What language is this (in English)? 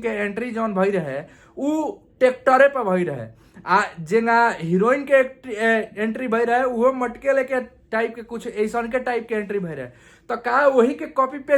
Bhojpuri